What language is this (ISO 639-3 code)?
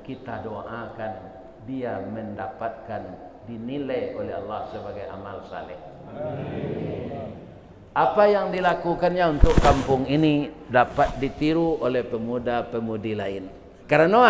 min